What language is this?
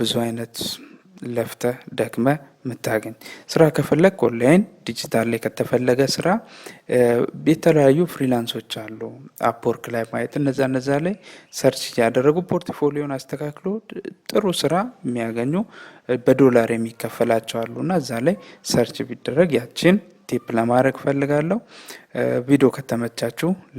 Amharic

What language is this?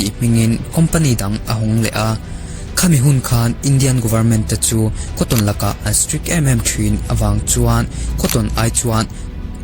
Mizo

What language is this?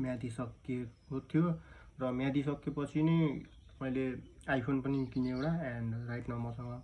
Nepali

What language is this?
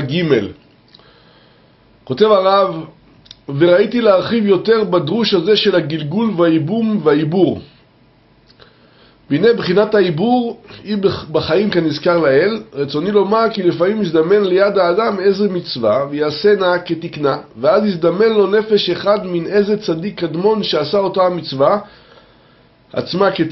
Hebrew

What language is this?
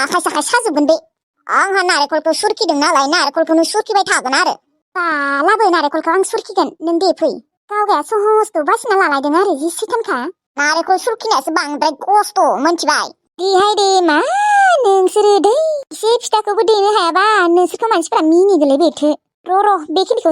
Bodo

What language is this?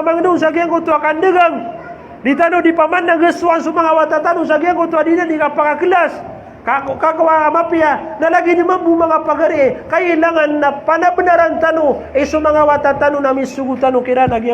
Maranao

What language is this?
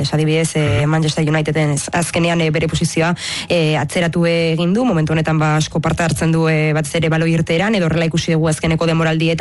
Basque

